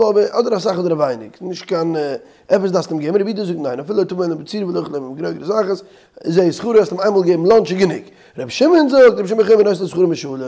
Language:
Yiddish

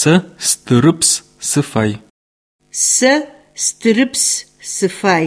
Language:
Adyghe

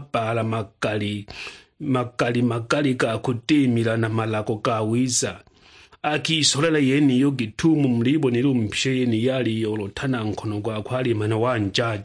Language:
Sukuma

